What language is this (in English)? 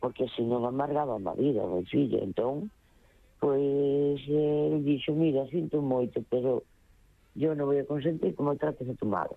Galician